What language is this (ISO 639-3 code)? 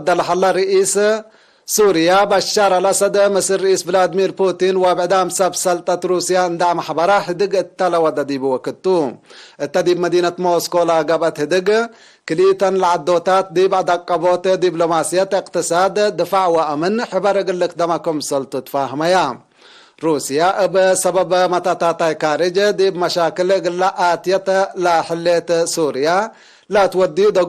tig